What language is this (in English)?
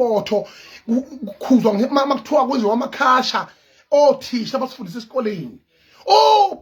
Zulu